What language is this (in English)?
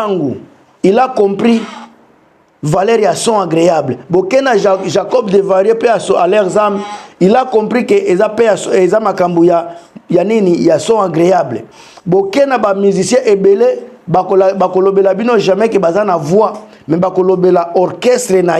Lingala